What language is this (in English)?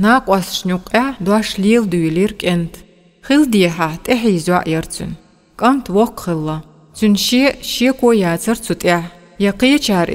Chechen